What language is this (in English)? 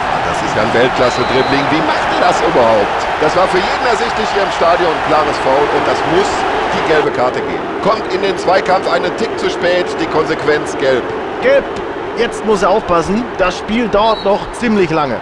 Bavarian